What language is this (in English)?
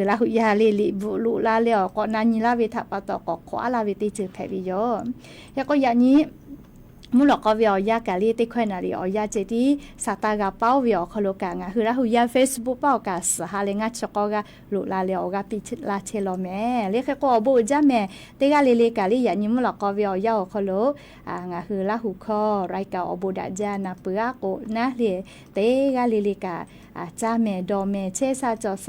Lahu